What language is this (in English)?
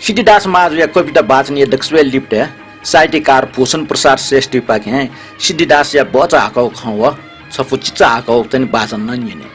Newari